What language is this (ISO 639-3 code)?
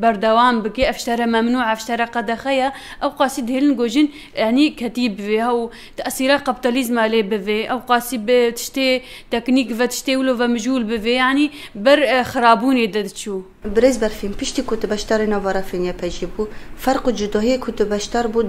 kur